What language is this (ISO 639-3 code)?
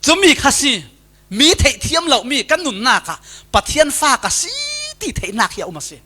cfm